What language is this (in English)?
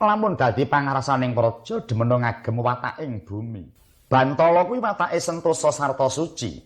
Javanese